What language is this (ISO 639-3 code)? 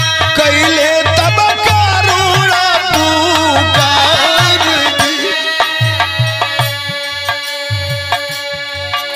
bho